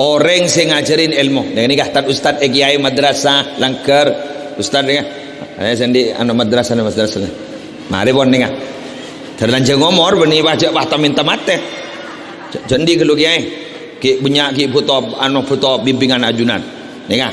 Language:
Madurese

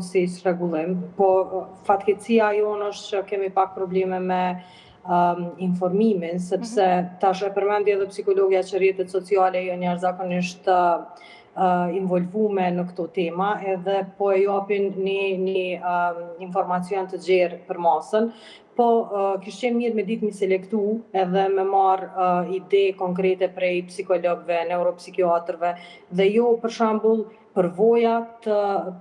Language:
Albanian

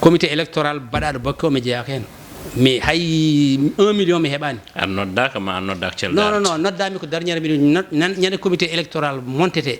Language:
Fula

